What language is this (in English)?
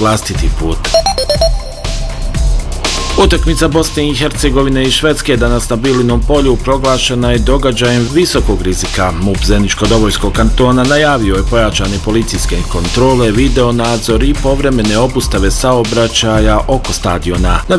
Bosnian